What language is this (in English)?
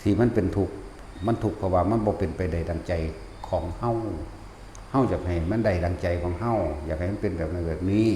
Lao